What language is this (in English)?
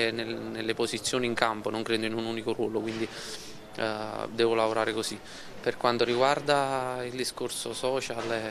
Italian